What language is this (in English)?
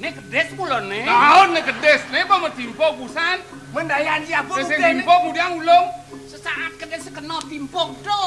Balinese